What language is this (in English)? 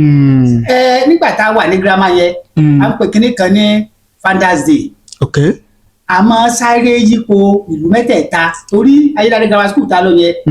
Yoruba